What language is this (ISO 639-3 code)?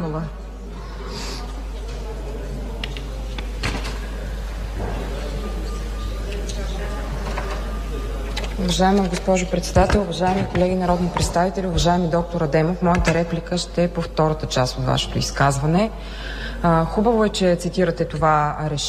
bul